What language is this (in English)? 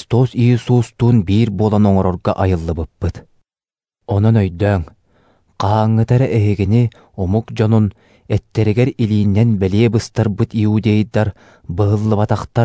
Yakut